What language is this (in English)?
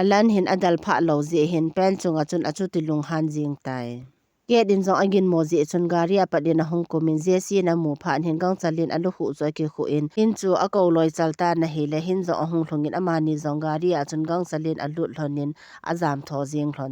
Thado Chin